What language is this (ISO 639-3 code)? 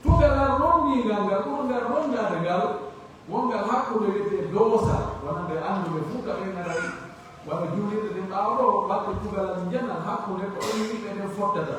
fuf